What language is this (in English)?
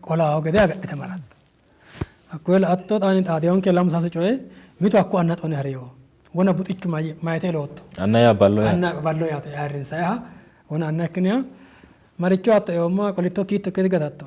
Sidamo